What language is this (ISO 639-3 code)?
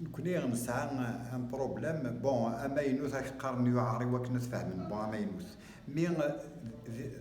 kab